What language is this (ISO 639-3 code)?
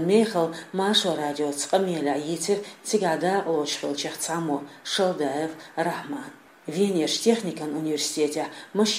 che